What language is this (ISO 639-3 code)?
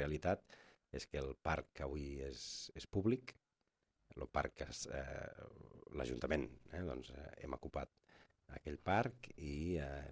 cat